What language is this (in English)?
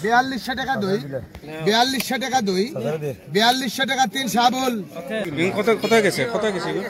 Sylheti